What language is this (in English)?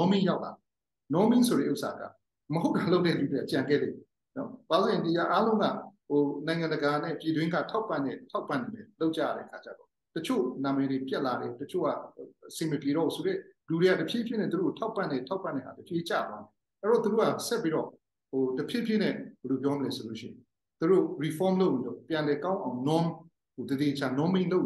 Burmese